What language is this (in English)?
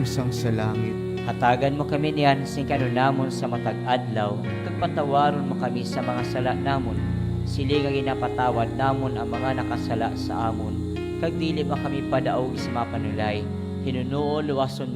Hiligaynon